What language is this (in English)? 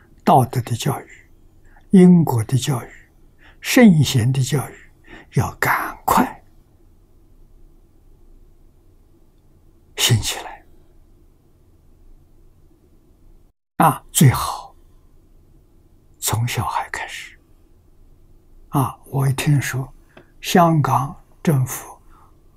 Chinese